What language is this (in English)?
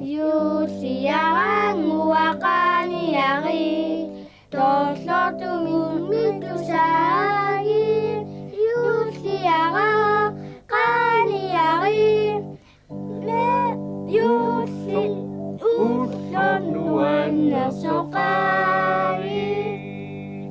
Kalaallisut